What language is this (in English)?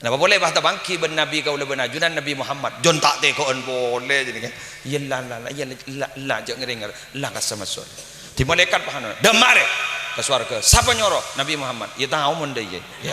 Madurese